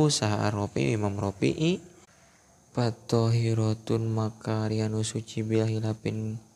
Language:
Sundanese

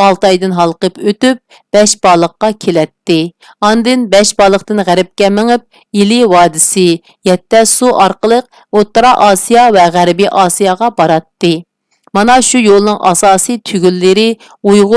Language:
Uyghur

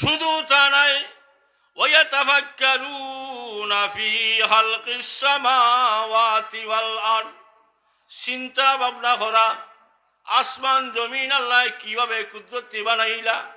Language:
Sylheti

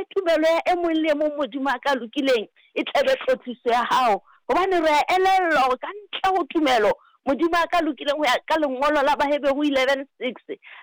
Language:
Southern Sotho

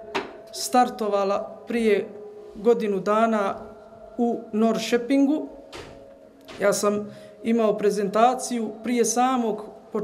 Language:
Bosnian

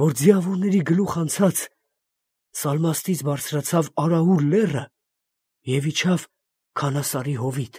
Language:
Armenian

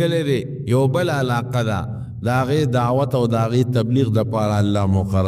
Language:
Pashto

